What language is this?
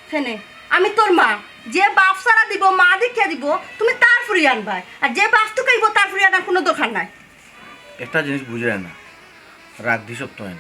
Sylheti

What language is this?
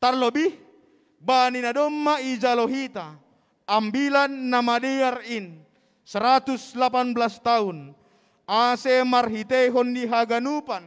Batak Simalungun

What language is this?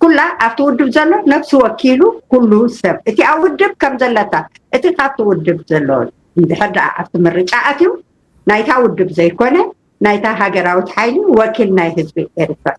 Tigrinya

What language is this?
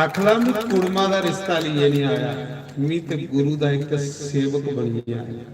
Dogri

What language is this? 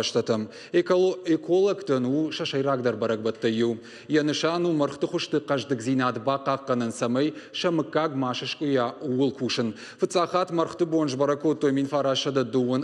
Ossetic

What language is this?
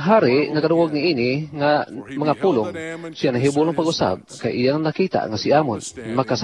Cebuano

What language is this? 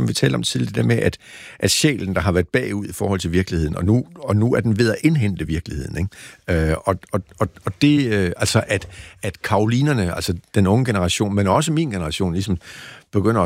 Danish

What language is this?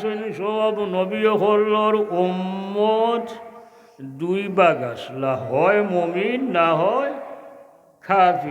Sylheti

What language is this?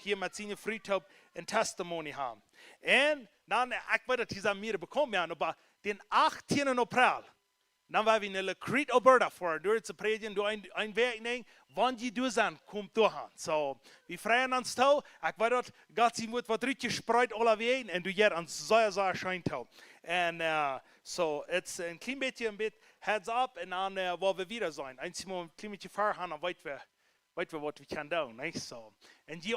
Plautdietsch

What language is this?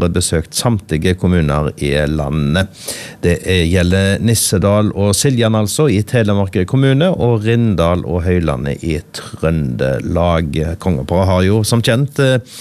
Norwegian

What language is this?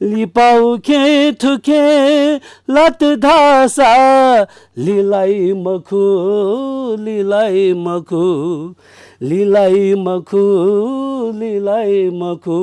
Newari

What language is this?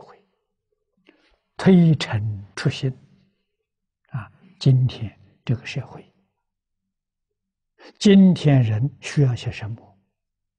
Chinese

